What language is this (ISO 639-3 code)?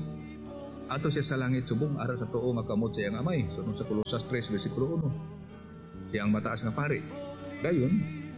hil